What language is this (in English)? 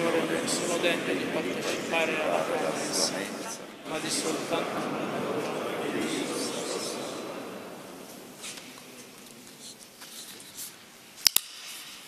Italian